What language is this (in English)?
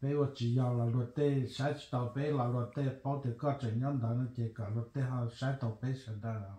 Hmong